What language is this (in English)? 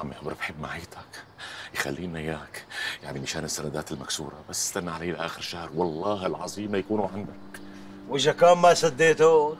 North Levantine Arabic